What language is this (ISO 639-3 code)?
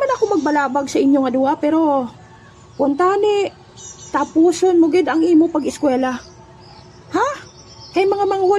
hil